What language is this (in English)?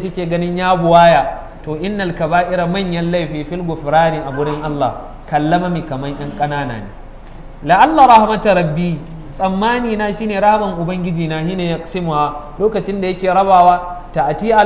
Hausa